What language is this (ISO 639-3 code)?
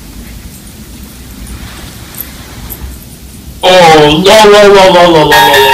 heb